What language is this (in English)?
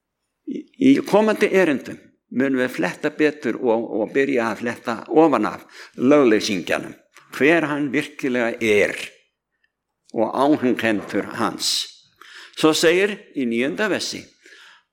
Icelandic